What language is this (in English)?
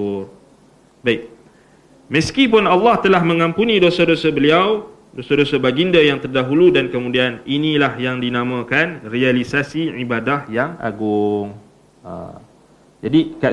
Malay